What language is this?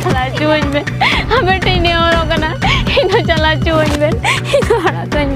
Santali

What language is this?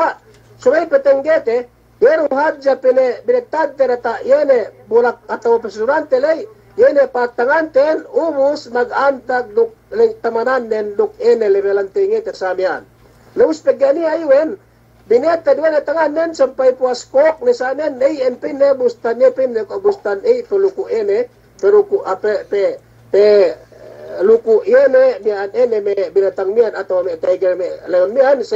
Yakan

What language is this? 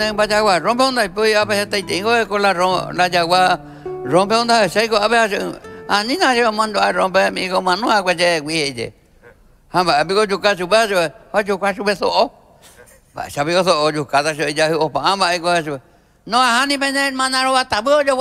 Guarani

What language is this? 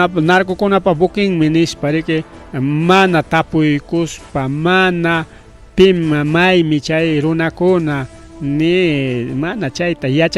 Ayacucho Quechua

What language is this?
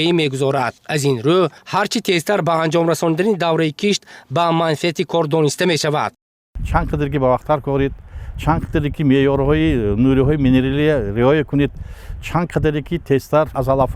Tajik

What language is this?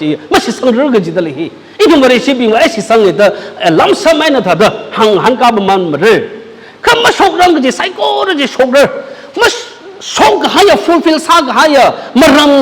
Tangkhul Naga (India)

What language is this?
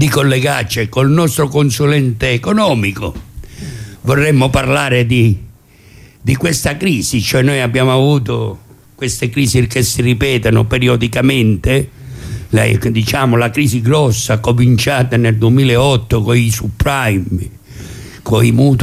Italian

